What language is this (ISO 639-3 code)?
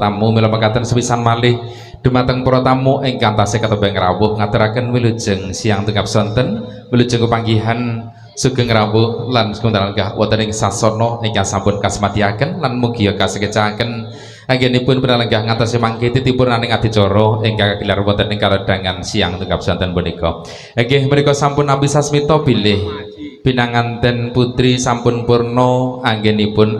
jav